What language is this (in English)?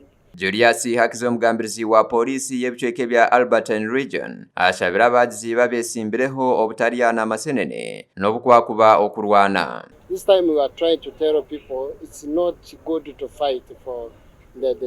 Nyankole